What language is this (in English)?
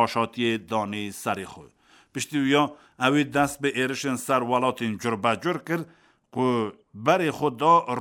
Kurdish